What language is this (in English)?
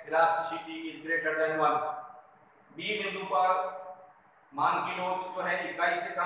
Hindi